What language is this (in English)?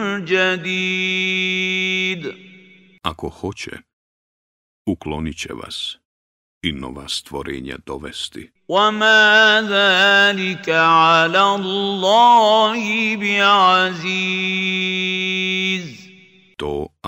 Bosnian